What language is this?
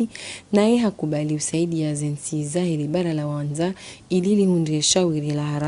Ngazidja Comorian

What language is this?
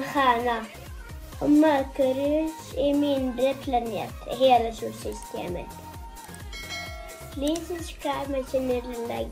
Swedish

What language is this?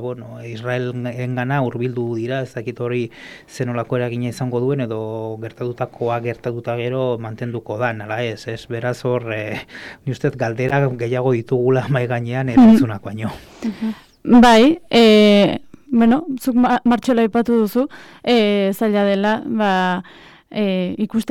Basque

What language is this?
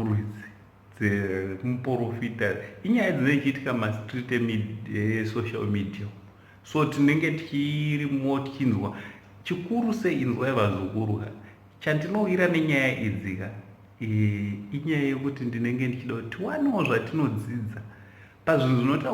Shona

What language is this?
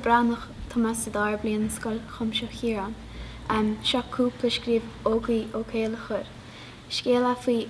Irish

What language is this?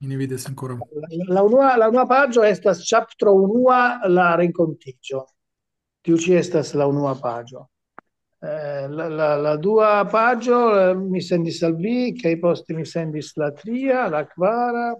Esperanto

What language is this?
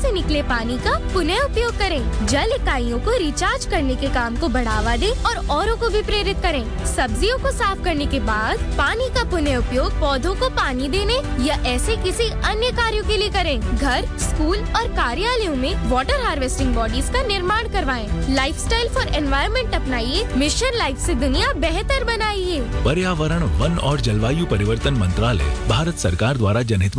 Hindi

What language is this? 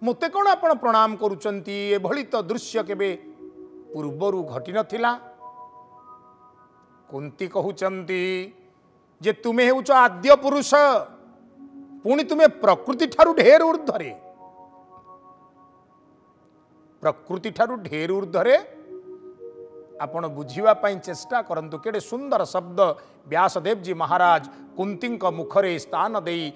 Odia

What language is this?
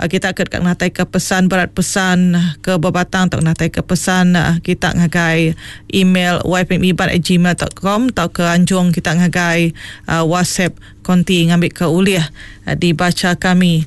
Iban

